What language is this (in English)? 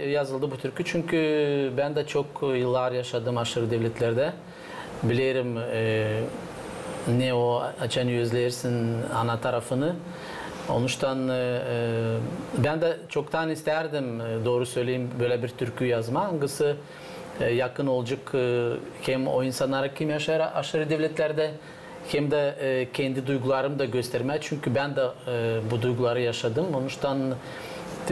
Gagauz